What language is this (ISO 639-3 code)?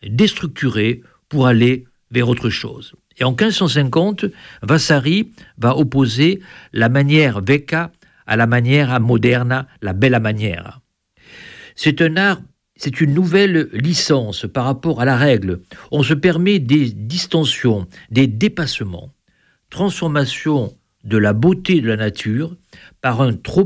fra